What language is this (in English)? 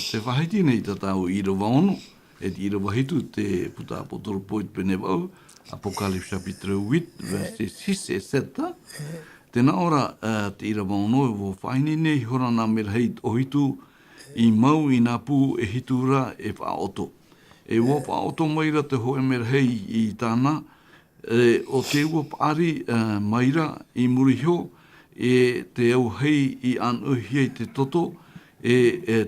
Tahitian